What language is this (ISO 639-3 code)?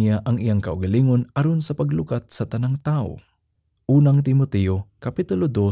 ceb